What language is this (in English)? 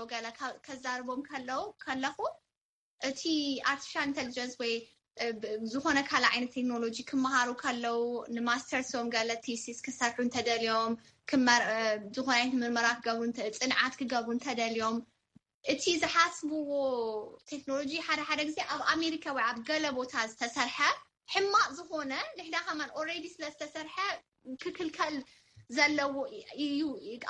Tigrinya